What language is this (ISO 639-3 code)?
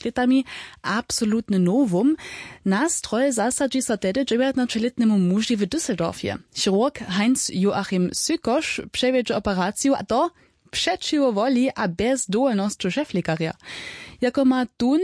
hsb